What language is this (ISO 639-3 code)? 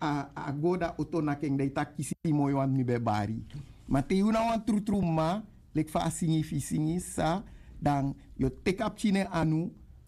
srn